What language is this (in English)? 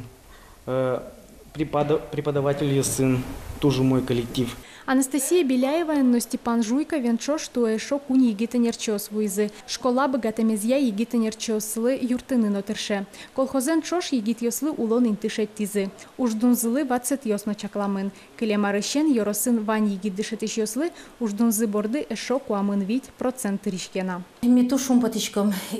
Udmurt